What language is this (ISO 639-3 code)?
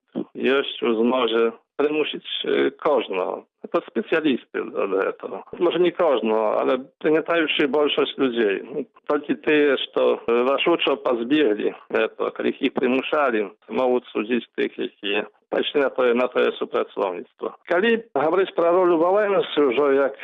bel